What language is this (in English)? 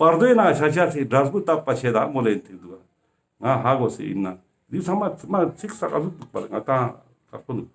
Ladakhi